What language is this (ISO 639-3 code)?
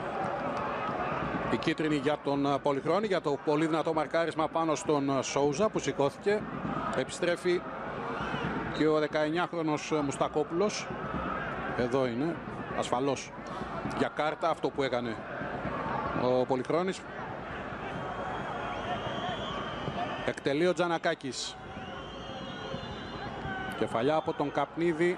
ell